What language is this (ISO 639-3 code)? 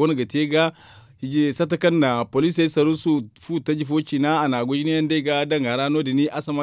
dje